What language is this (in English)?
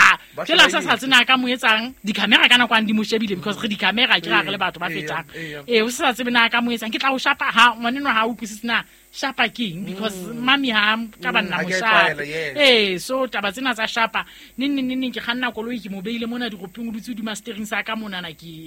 Southern Sotho